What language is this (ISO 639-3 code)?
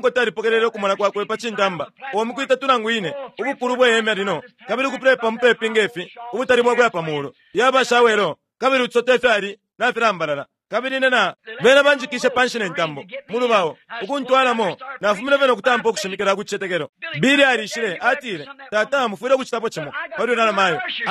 bem